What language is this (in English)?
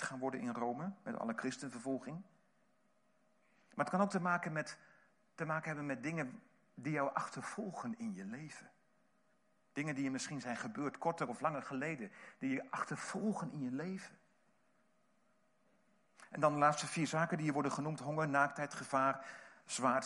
Dutch